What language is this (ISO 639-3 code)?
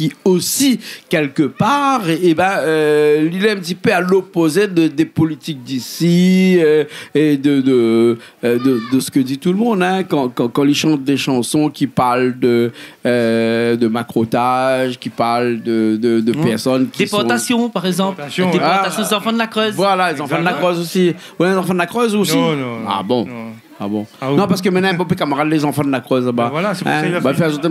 rcf